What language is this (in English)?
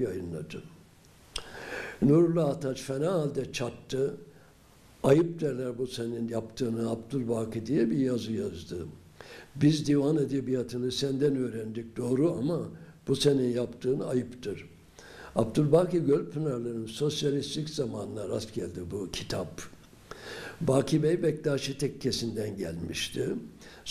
Turkish